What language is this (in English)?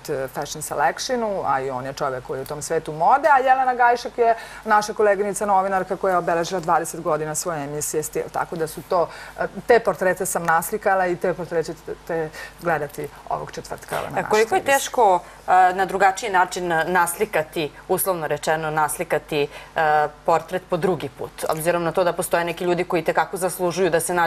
Serbian